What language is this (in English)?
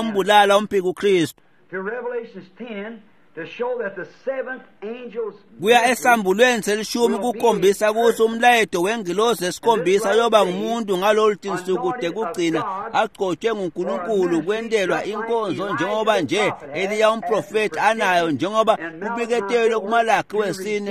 Swati